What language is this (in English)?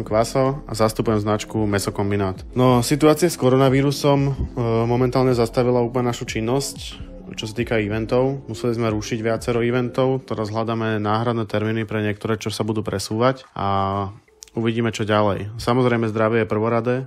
Slovak